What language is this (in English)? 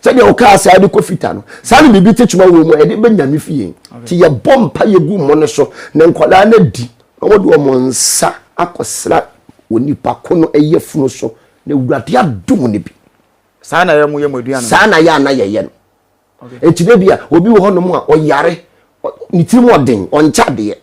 Akan